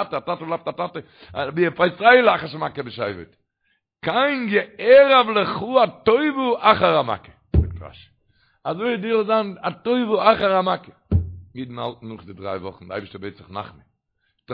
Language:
Yiddish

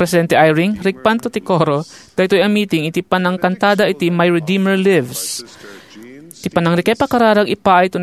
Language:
Iloko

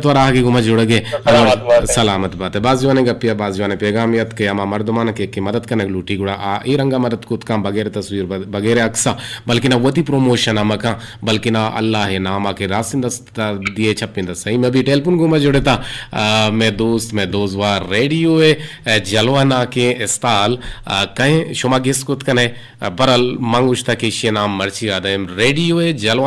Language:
Eastern Balochi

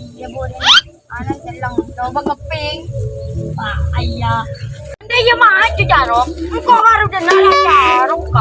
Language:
Madurese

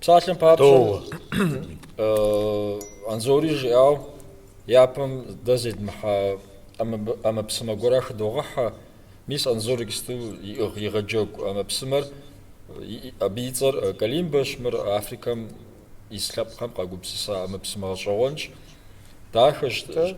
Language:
Kabardian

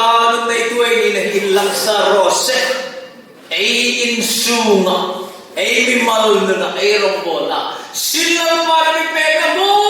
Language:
Hmar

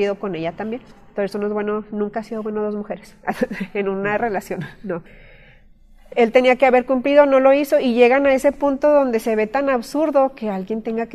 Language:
Spanish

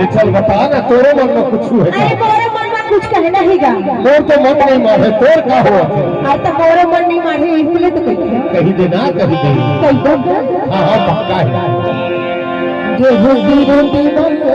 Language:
Chhattisgarhi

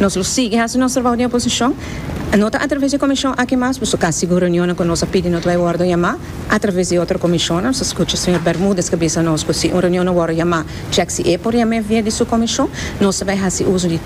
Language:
Papiamento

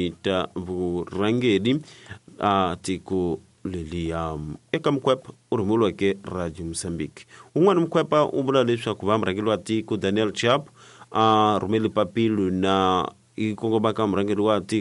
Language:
Tsonga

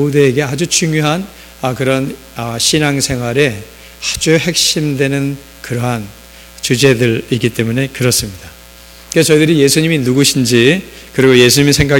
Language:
Korean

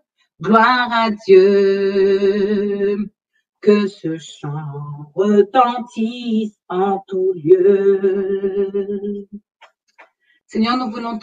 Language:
French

